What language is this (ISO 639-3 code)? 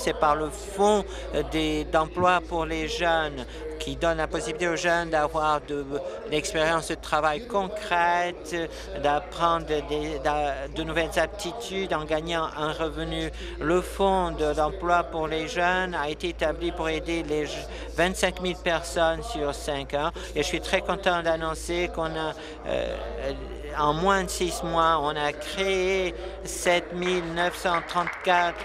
fra